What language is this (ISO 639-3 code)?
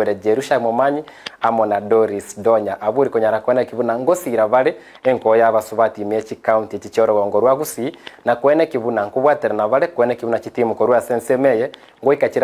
guz